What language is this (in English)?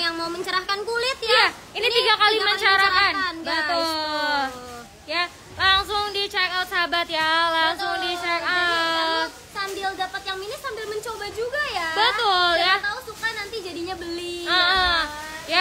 Indonesian